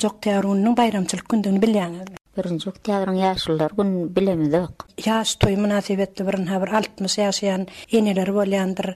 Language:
Turkmen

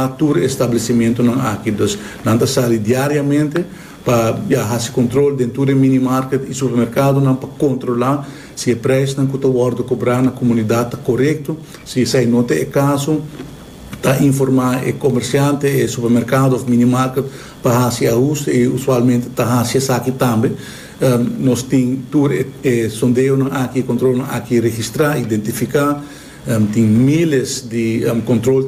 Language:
Papiamento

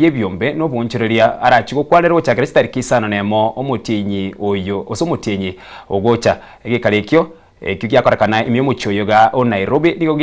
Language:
Gusii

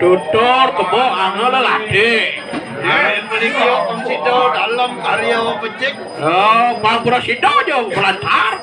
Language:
Balinese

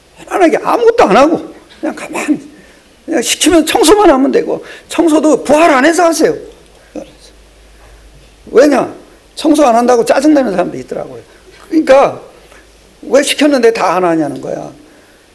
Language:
Korean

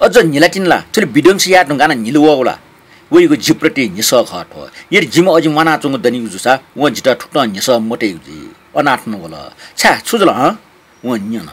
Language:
Newari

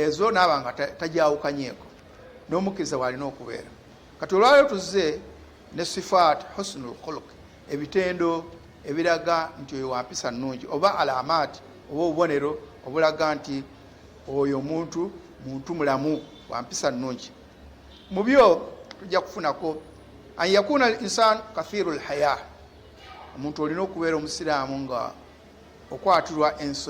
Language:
Ganda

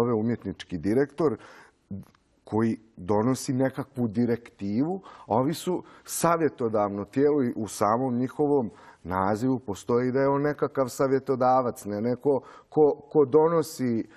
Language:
Serbian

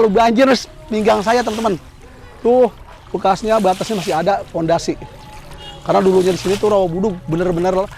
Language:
Betawi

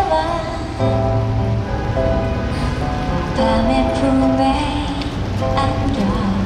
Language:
Korean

